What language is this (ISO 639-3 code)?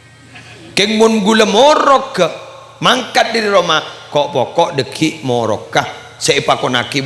mad